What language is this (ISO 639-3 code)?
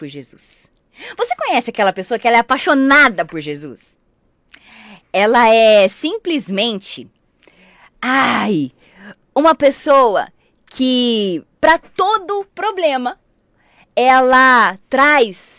por